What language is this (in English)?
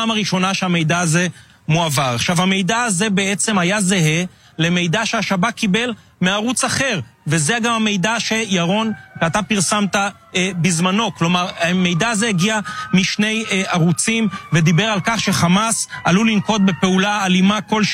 Hebrew